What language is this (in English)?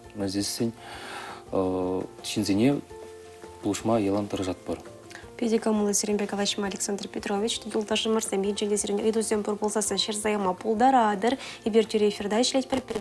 Chuvash